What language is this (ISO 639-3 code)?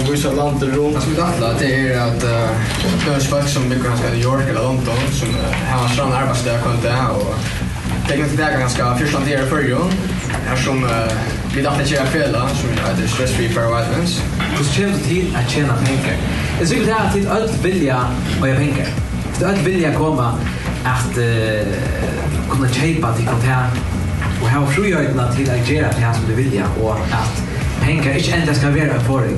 fao